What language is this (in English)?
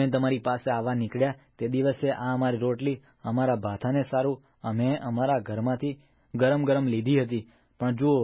Gujarati